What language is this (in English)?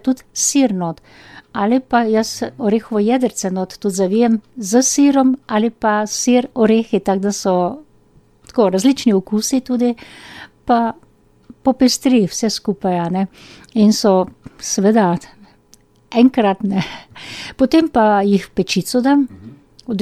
Slovenian